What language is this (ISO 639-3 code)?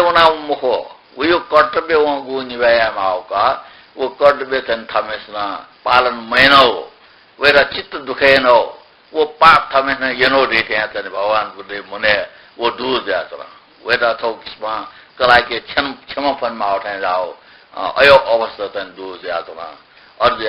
new